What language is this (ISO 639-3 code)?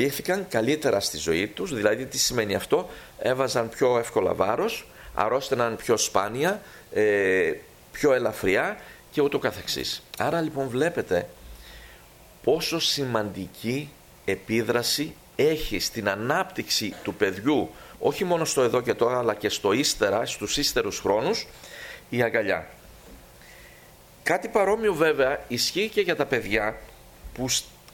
ell